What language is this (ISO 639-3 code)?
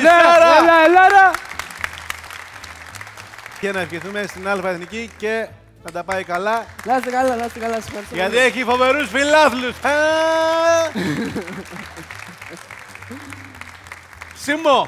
ell